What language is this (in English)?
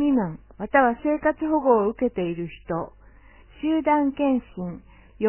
Japanese